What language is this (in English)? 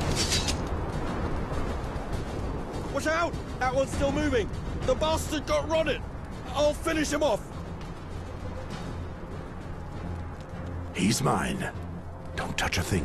English